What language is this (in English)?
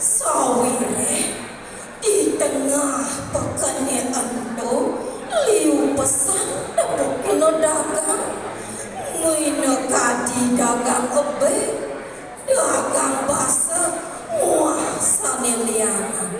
Balinese